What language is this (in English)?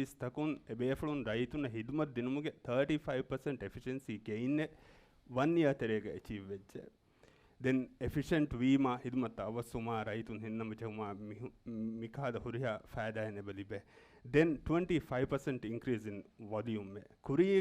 Divehi